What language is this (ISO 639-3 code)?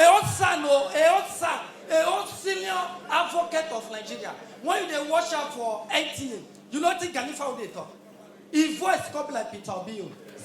pcm